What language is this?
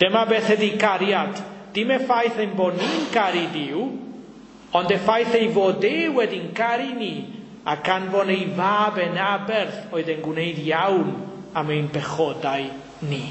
Welsh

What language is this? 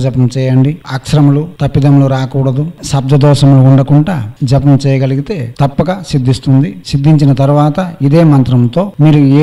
Telugu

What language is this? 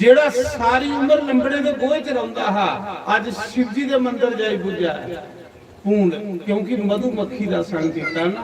Dogri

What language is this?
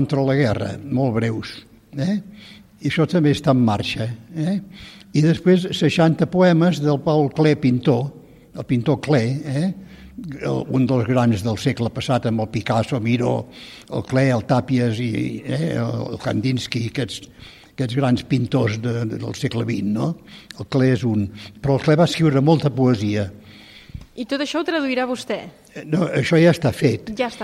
Catalan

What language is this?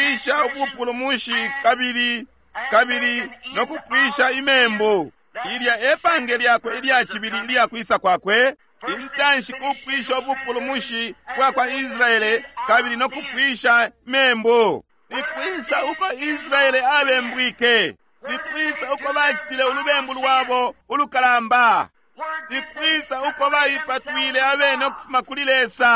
Bemba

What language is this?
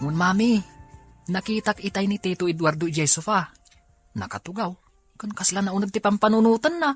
Iloko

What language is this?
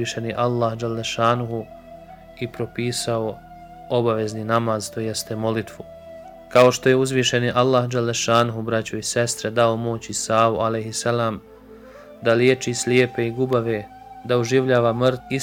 Bosnian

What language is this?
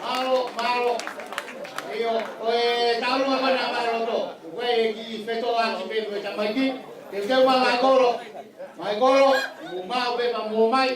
Tongan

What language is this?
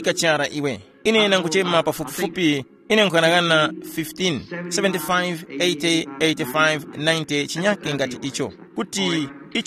Tumbuka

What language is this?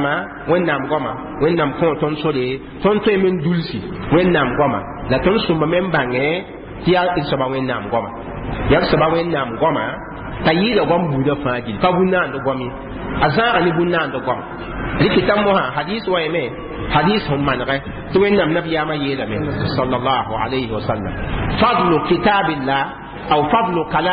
Mossi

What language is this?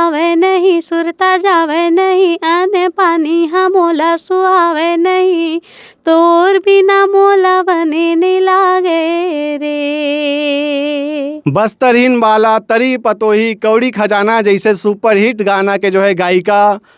Chhattisgarhi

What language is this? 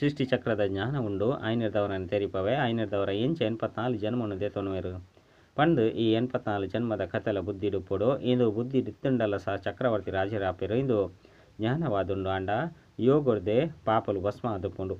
Tulu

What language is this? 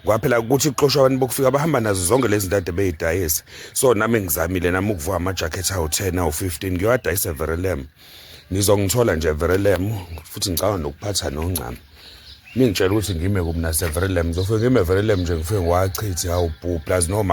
Zulu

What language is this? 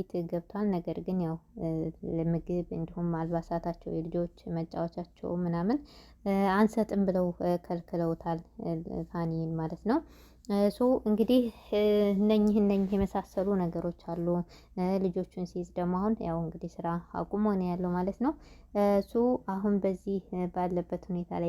Amharic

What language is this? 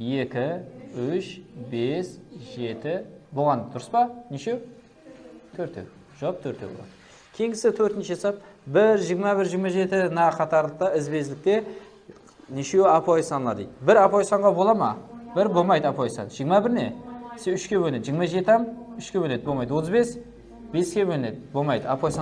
Kara-Kalpak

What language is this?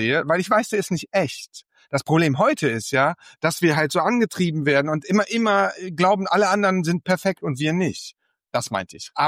German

